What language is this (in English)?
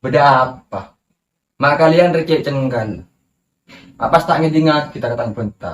Madurese